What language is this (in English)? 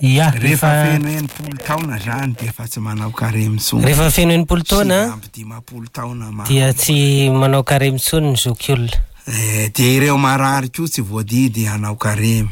Malagasy